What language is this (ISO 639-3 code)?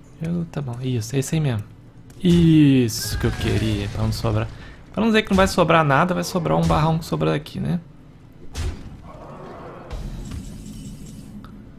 por